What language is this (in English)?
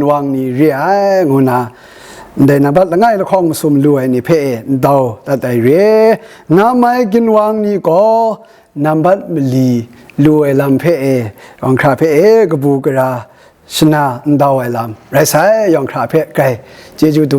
Kachin